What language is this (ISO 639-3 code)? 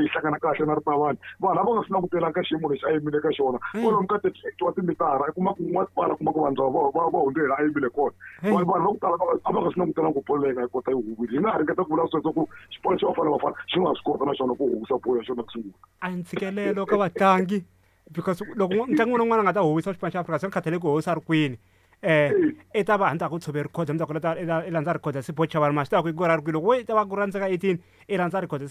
tso